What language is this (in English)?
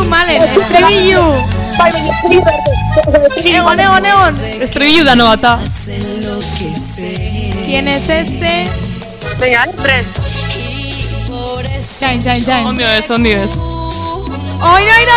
Basque